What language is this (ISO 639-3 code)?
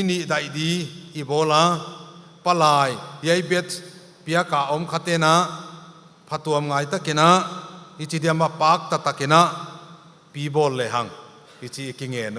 pck